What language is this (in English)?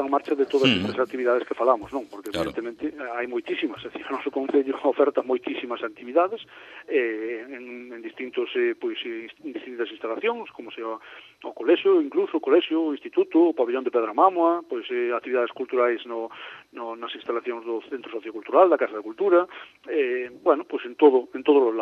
Galician